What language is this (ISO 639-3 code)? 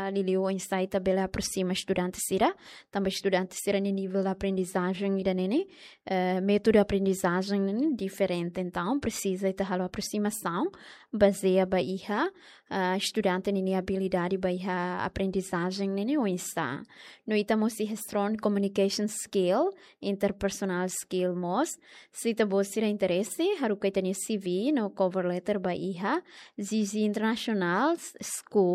tet